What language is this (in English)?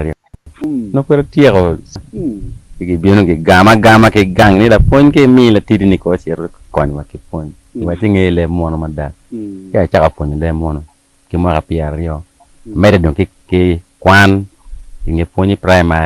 Acoli